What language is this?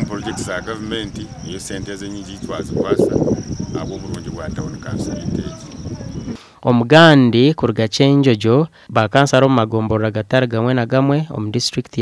Nyankole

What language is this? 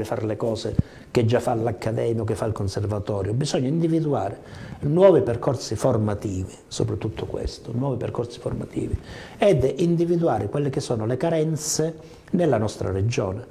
Italian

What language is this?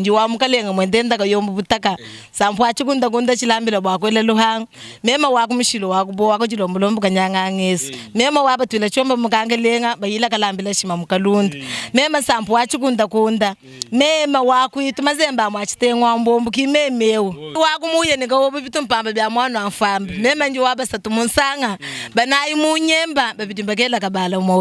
Luba-Lulua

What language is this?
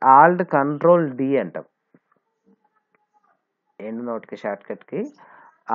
Telugu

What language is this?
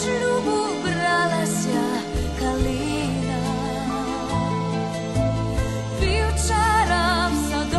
Ukrainian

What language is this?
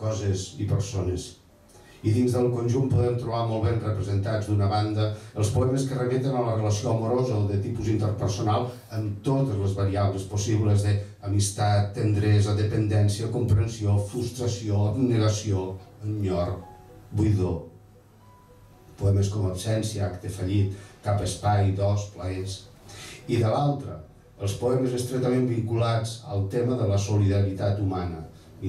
Catalan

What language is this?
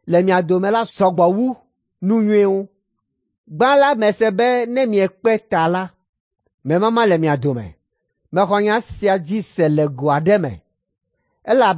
Ewe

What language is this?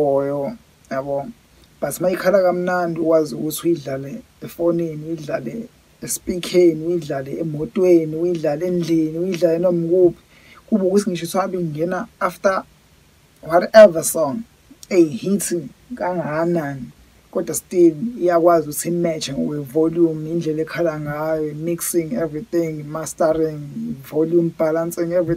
Zulu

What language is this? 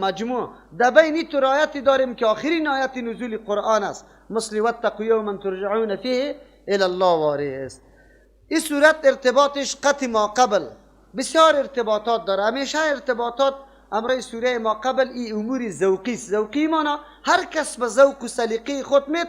Persian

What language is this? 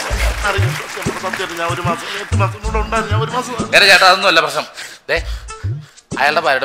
Malayalam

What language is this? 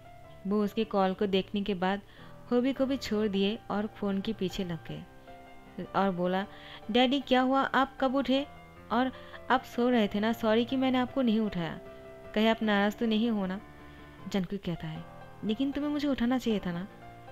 Hindi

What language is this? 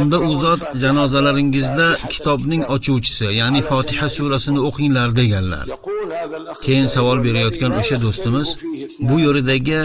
Uzbek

